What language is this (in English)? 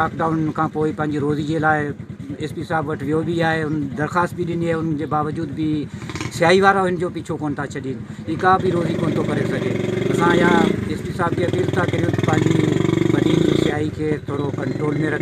Sindhi